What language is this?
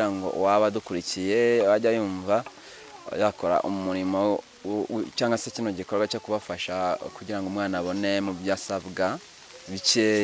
Kinyarwanda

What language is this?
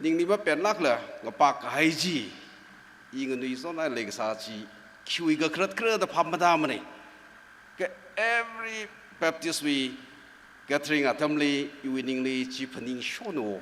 Tangkhul Naga (India)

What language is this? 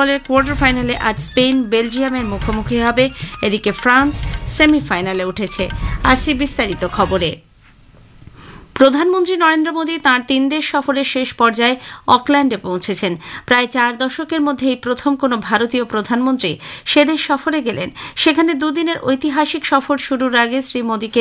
Bangla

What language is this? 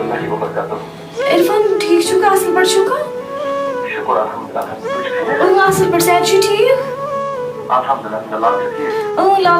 Kashmiri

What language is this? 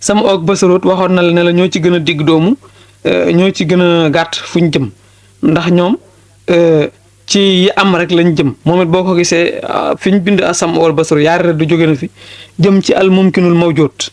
Wolof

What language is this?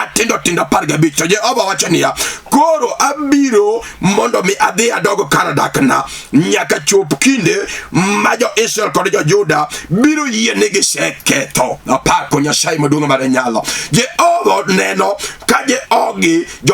Luo (Kenya and Tanzania)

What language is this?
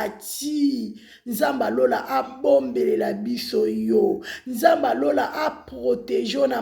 Lingala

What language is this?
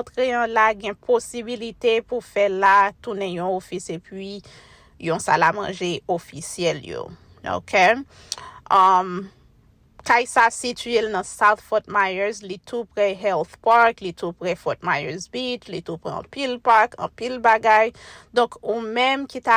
Haitian Creole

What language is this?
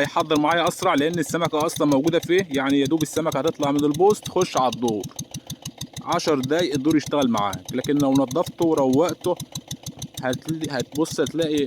Egyptian Arabic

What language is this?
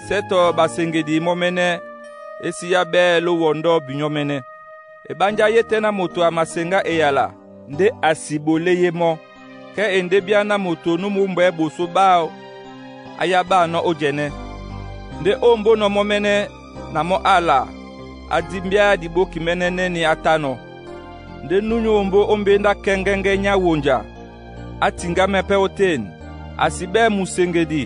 Duala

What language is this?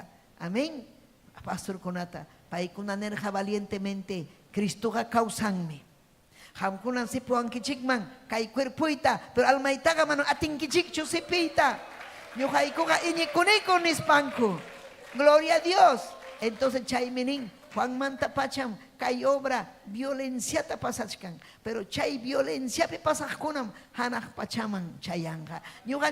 Ayacucho Quechua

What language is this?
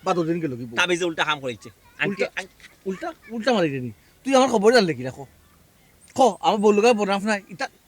Sylheti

